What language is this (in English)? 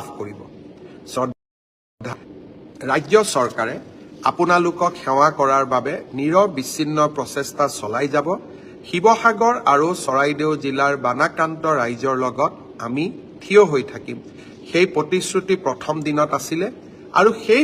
Assamese